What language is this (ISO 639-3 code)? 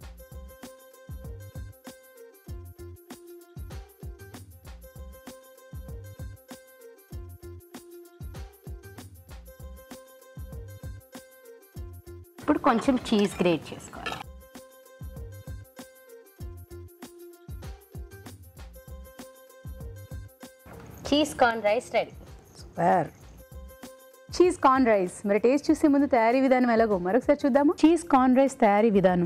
tel